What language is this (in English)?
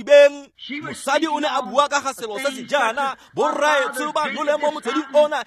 Tswana